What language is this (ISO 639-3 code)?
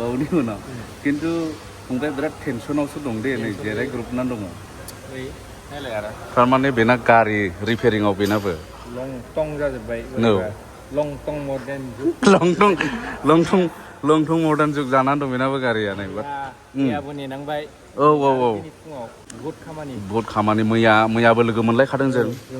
brx